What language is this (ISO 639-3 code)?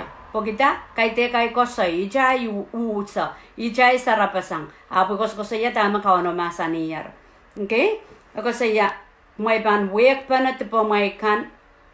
pon